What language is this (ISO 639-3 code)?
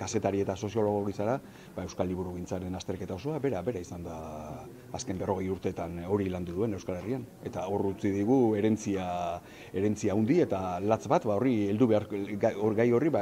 eus